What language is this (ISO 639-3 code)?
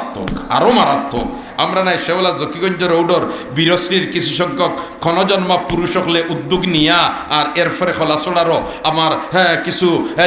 syl